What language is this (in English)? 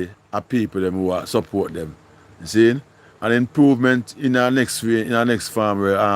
Jamaican Creole English